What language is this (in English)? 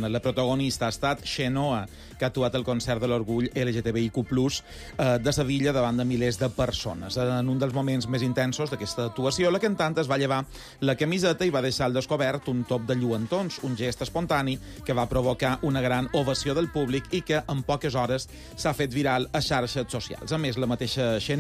Catalan